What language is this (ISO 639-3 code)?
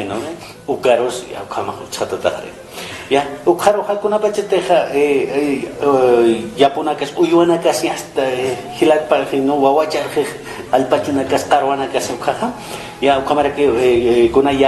aym